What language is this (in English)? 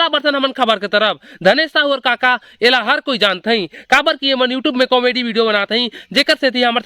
Chhattisgarhi